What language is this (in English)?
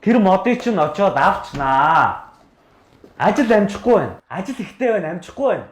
Mongolian